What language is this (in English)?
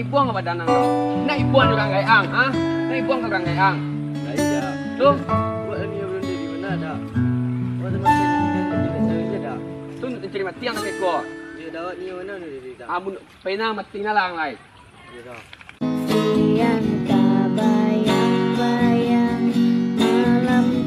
Minangkabau